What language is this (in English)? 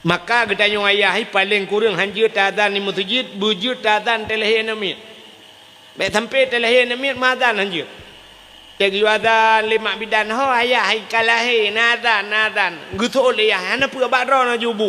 Achinese